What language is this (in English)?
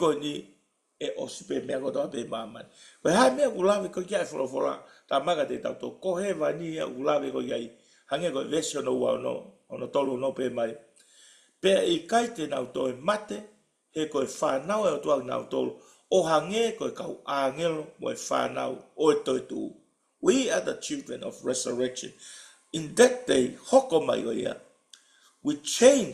Tongan